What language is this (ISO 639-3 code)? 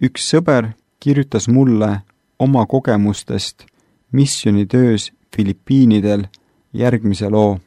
est